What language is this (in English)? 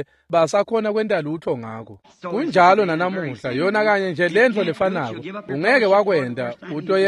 Swati